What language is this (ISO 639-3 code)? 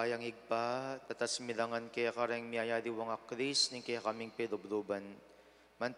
pam